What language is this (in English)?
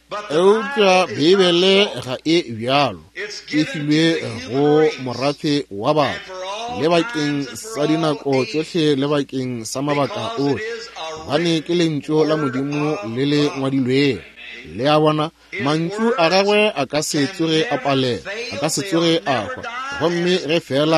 Northern Sotho